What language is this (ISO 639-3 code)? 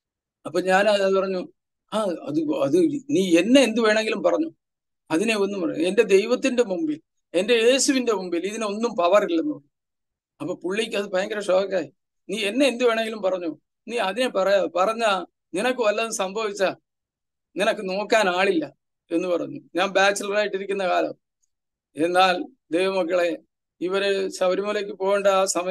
mal